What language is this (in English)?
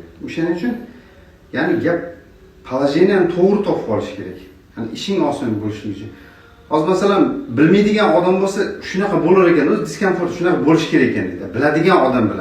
Uzbek